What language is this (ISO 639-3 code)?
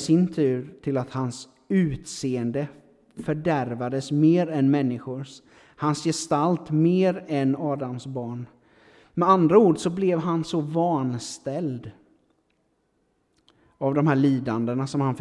swe